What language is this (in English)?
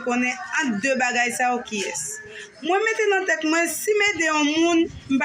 Haitian Creole